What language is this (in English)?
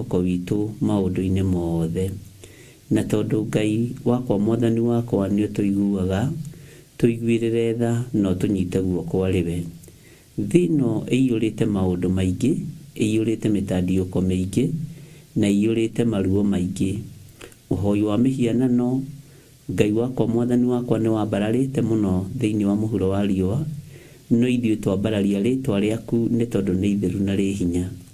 Kikuyu